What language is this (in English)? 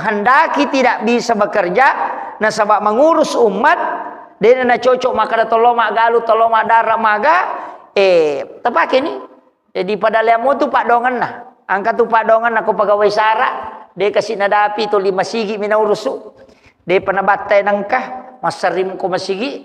Buginese